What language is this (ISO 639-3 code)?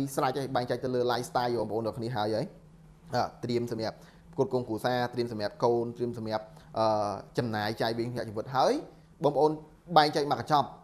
khm